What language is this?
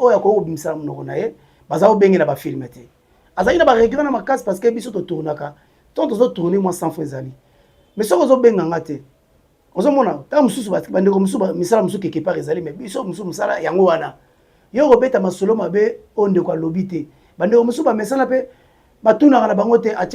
Lingala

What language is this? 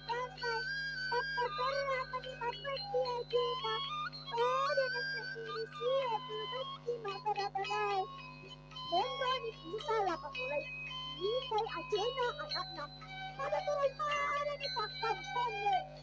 Buginese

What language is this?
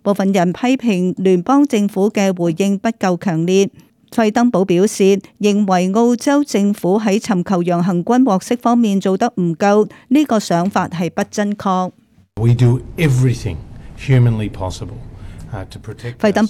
Cantonese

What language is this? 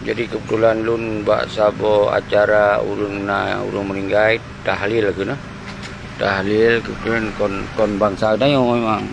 Achinese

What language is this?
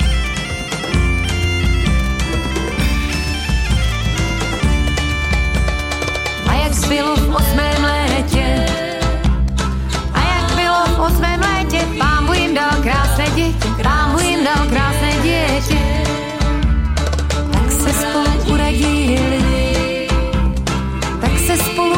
Czech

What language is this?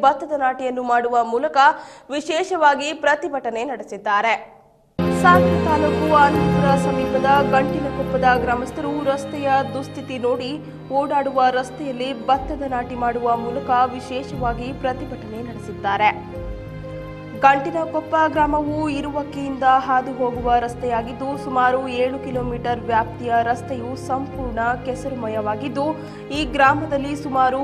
Kannada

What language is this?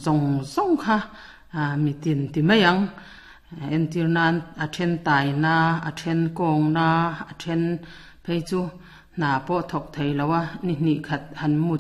Mizo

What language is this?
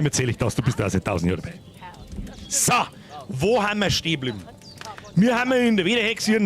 Bavarian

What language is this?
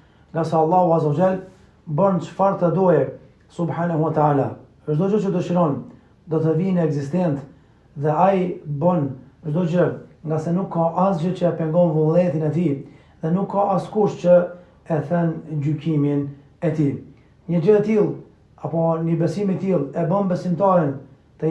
Albanian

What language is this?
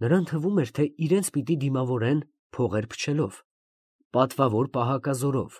Armenian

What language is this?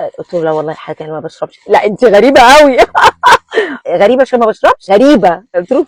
Egyptian Arabic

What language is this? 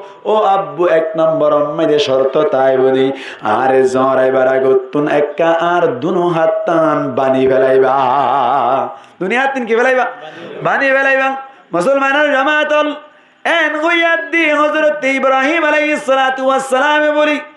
Rohingya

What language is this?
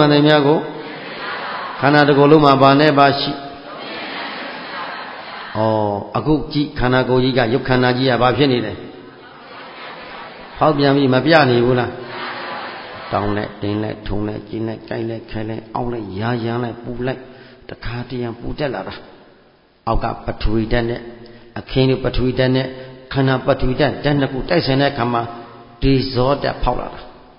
Burmese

